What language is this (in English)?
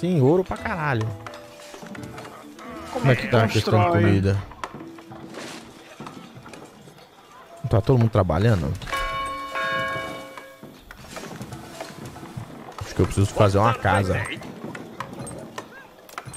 Portuguese